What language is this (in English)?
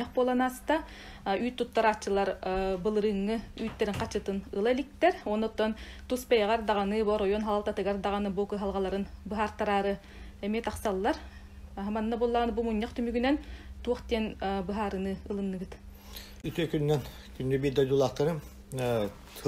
Yakut